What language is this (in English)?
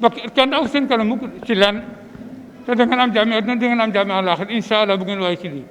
Wolof